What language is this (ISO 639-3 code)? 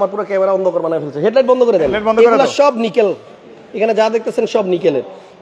ben